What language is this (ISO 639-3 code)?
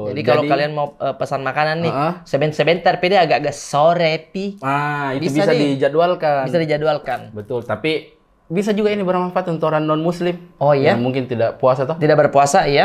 mfp